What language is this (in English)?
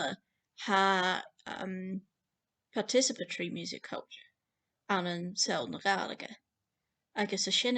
Scottish Gaelic